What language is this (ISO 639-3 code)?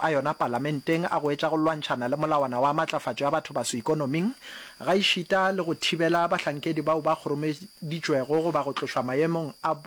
nso